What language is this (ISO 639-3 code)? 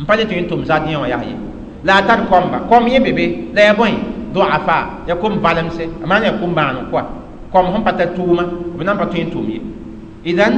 mos